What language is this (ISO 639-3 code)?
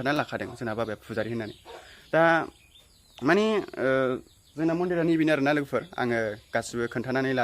brx